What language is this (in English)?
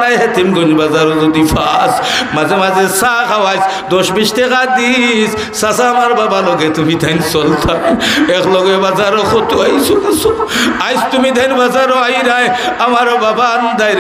Sylheti